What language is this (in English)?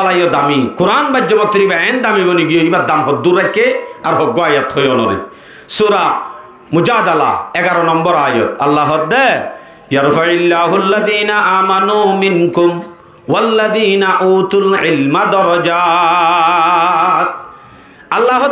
Rohingya